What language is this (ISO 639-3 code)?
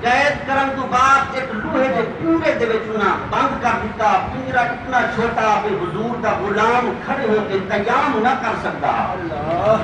skr